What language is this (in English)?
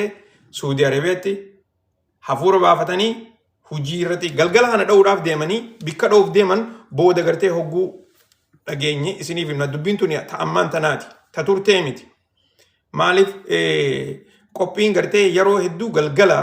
Oromo